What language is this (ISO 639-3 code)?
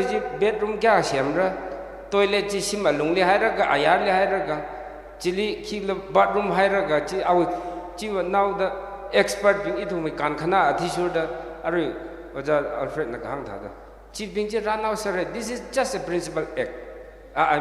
nmf